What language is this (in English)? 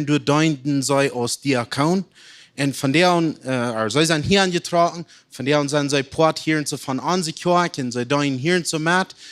Plautdietsch